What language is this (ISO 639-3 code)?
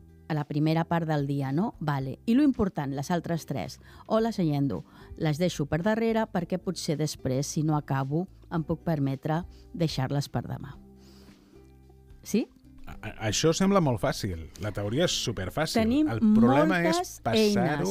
cat